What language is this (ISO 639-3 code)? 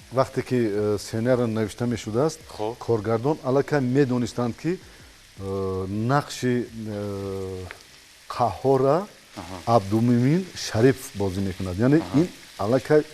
tgk